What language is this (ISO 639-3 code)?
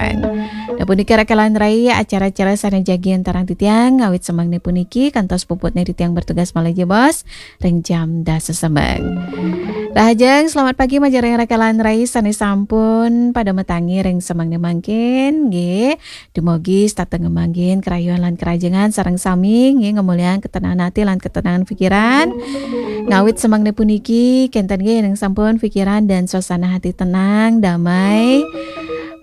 ban